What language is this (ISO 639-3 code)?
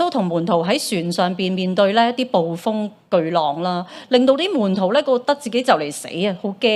yue